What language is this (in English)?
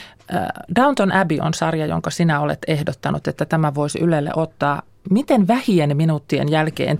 Finnish